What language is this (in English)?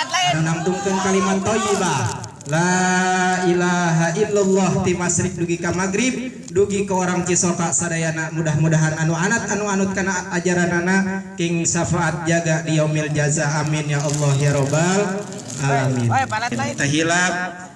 Sundanese